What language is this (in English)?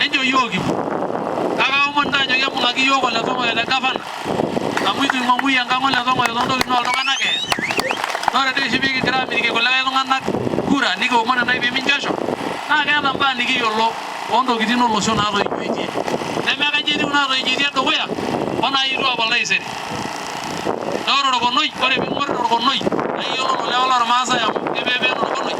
Masai